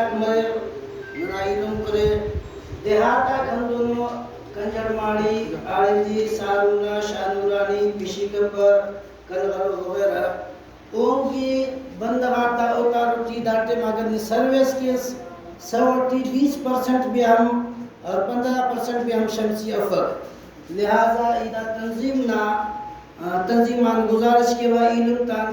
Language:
Brahui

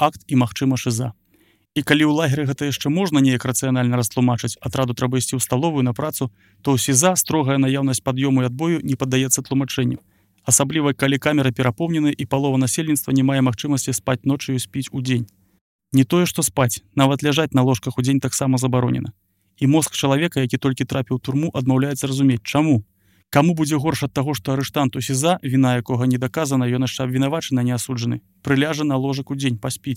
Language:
Belarusian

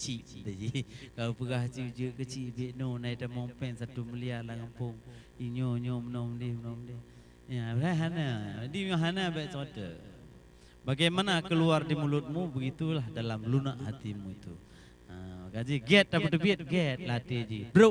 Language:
Achinese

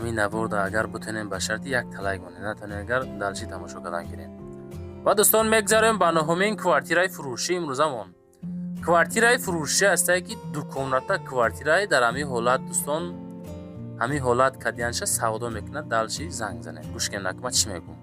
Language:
Tajik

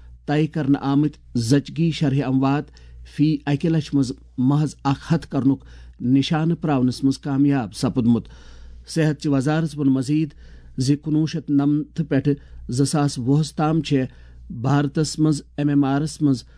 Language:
Kashmiri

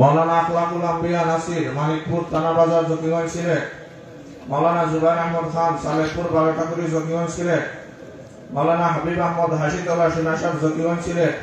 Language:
Sylheti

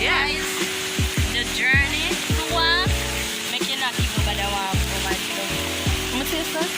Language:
Jamaican Creole English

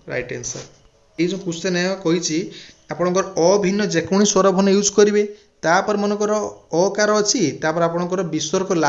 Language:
Odia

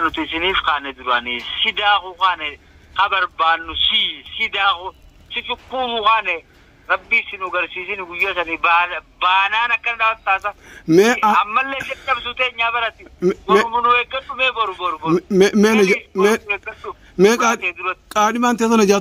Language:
Oromo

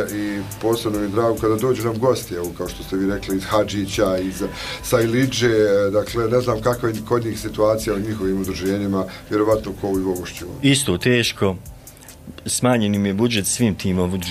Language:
Bosnian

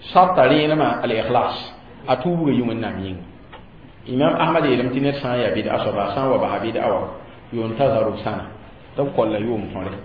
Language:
Mossi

